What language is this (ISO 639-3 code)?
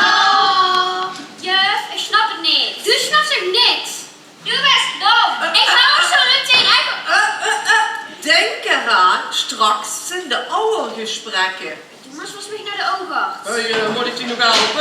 lim